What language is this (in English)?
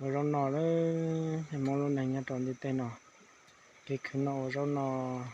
Hmong